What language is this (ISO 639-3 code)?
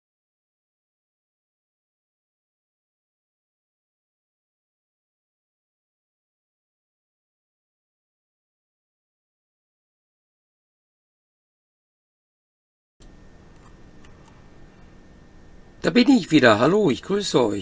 deu